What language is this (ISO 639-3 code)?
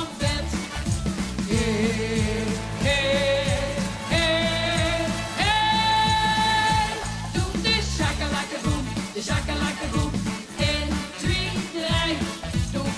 lim